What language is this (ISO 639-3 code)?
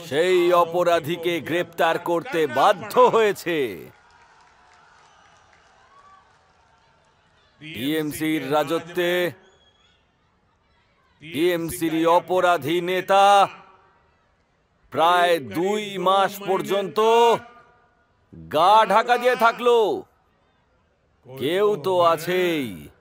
ben